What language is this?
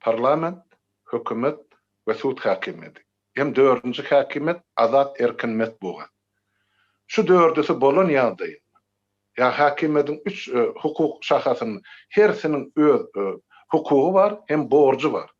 Turkmen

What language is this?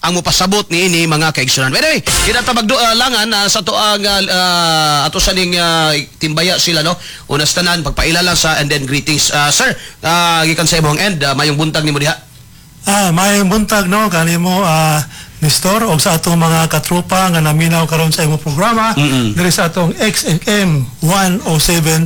Cebuano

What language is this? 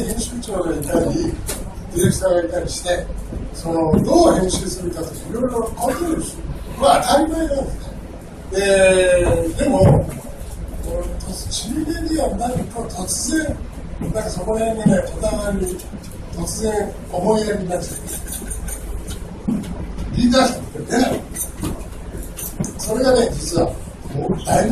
Japanese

